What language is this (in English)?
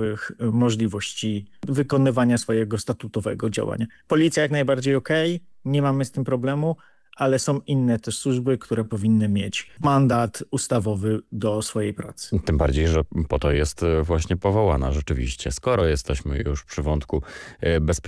Polish